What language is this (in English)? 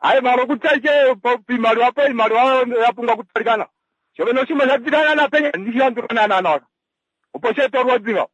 Kuanyama